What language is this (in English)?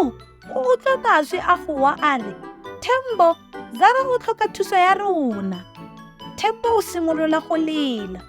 Tswana